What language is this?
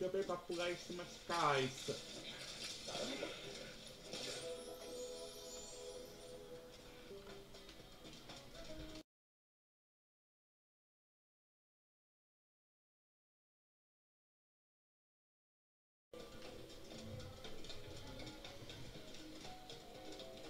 Portuguese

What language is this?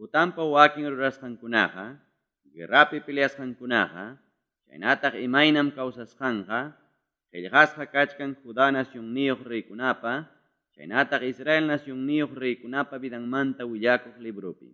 Ayacucho Quechua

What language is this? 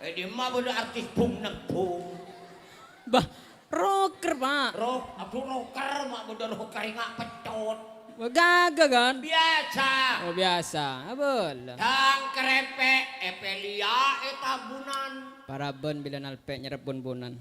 Madurese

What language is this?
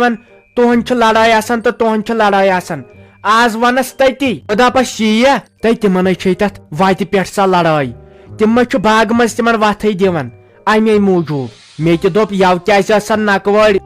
Kashmiri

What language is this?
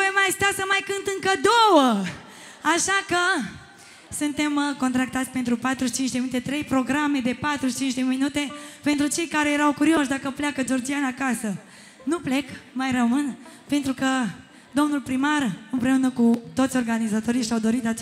Romanian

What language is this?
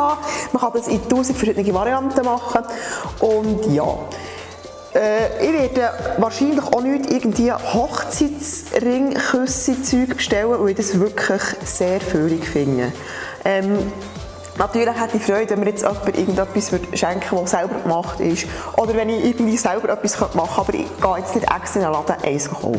Swiss German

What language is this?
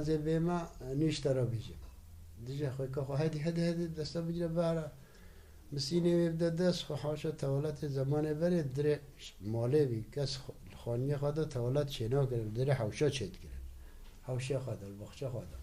Kurdish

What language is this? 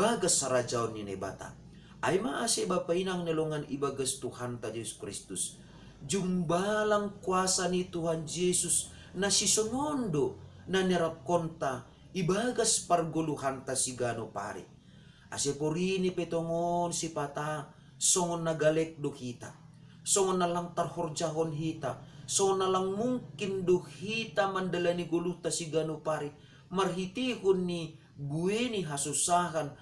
Batak Simalungun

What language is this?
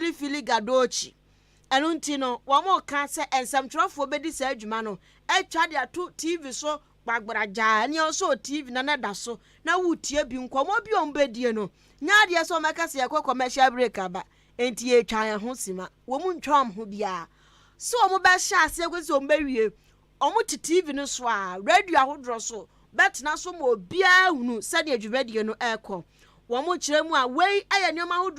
Akan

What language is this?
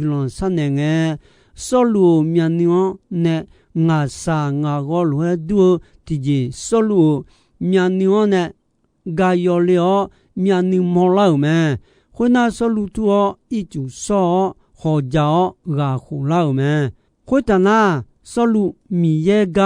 Akha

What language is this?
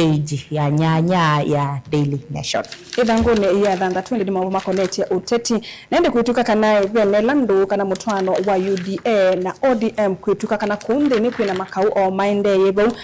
Kamba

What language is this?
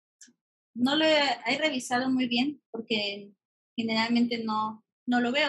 Spanish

